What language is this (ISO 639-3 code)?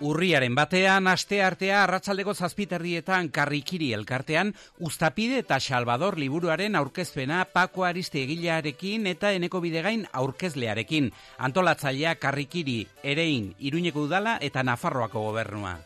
eus